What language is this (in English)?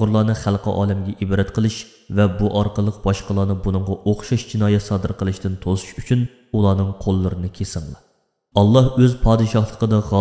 Uyghur